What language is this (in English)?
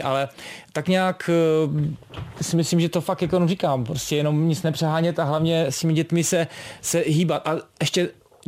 Czech